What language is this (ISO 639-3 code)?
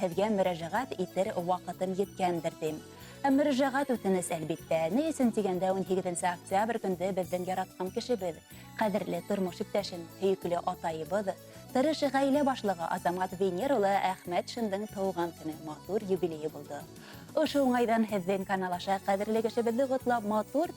bak